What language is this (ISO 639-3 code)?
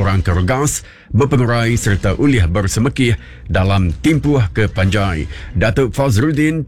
iba